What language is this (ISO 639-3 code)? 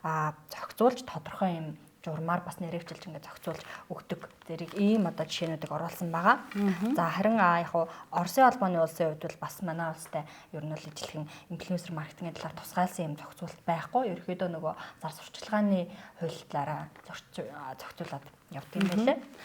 mon